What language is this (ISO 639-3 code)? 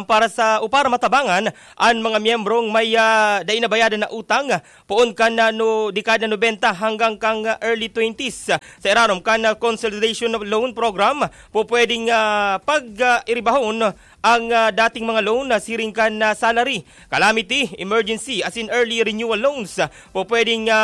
bik